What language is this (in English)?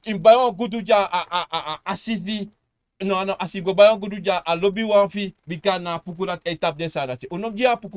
Sranan Tongo